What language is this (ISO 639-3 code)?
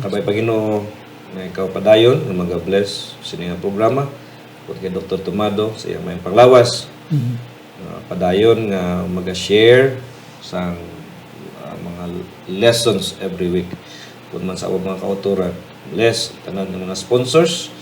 hil